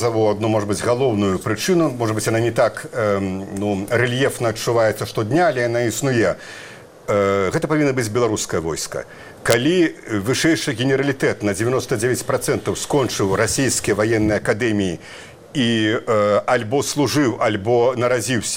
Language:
Belarusian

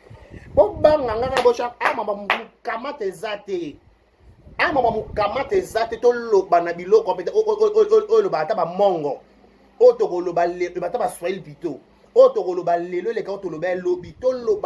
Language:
Lingala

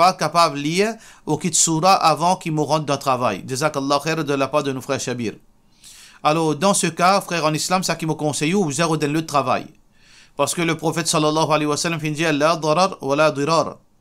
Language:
Morisyen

